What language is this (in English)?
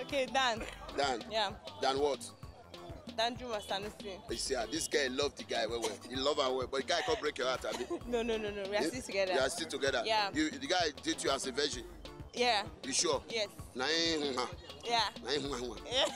Nigerian Pidgin